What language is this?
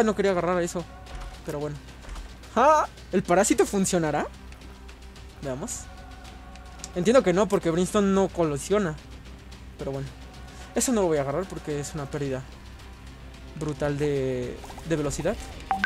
Spanish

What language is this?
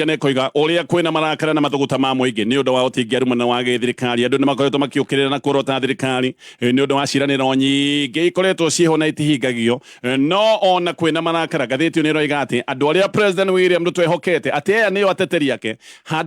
Kikuyu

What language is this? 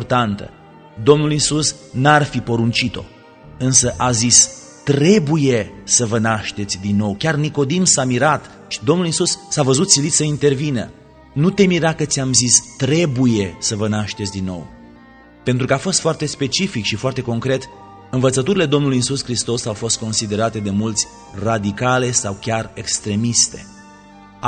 Romanian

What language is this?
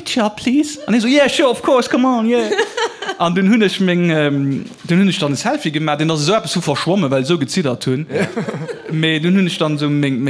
Luxembourgish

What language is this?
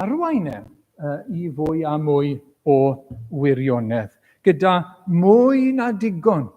Welsh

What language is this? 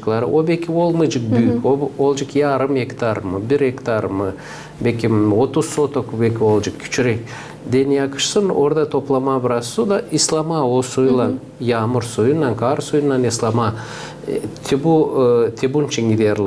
Gagauz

